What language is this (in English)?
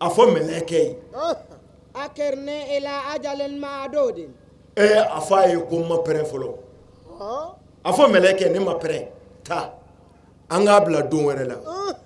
Bambara